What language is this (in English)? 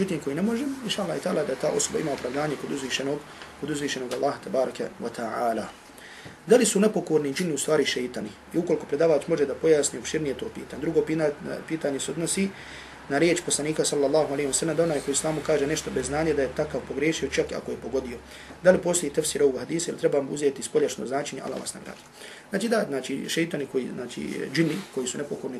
Bosnian